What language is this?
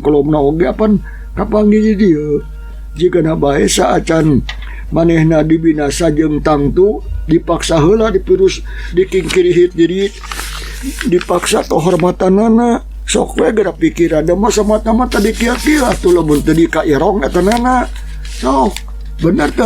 Sundanese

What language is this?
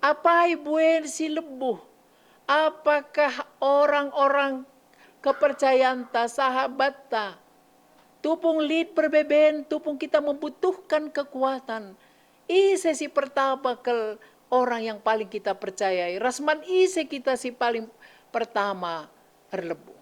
Batak Karo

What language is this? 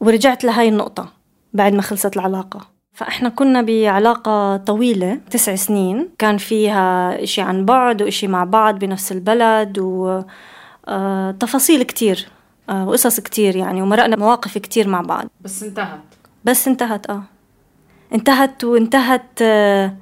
North Levantine Arabic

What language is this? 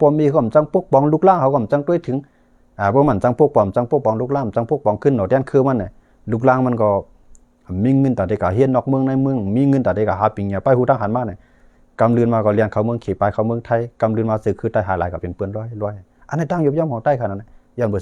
Shan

